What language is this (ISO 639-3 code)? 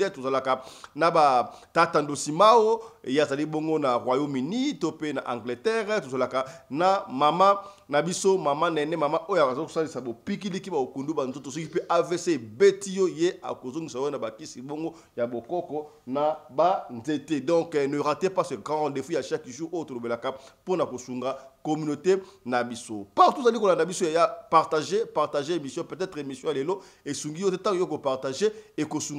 lin